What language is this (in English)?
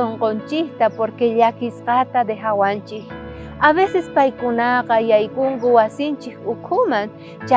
South Bolivian Quechua